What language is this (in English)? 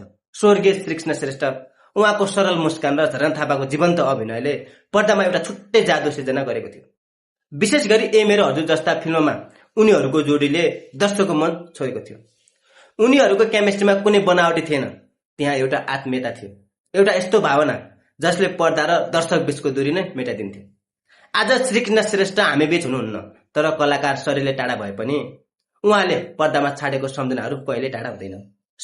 Nepali